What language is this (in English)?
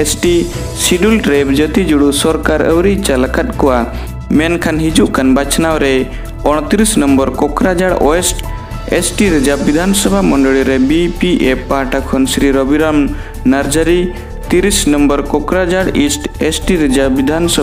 Santali